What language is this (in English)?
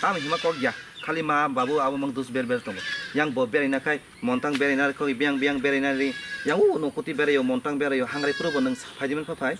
Kok Borok